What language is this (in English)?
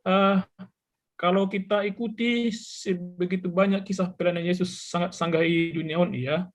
Batak Simalungun